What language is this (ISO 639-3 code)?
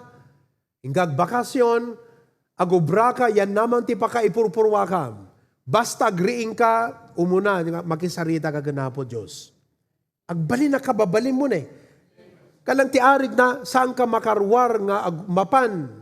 ilo